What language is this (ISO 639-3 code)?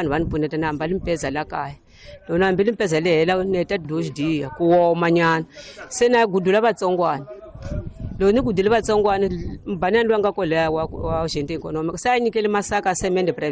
tso